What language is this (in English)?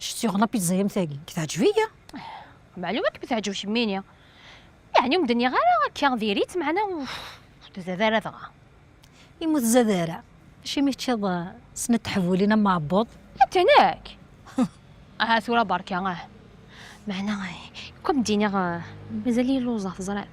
Kabyle